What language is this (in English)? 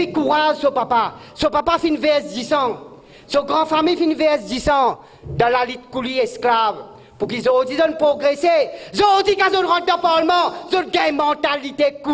Morisyen